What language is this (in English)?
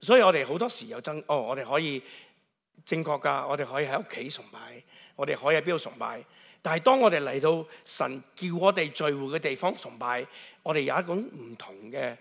Cantonese